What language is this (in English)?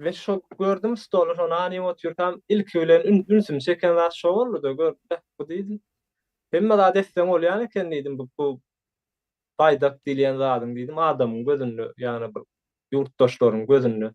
Turkmen